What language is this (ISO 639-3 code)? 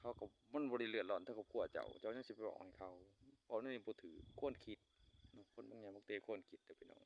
lao